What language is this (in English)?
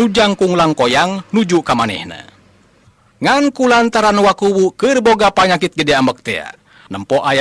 Sundanese